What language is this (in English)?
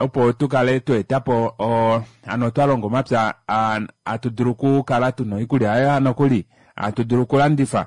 Kuanyama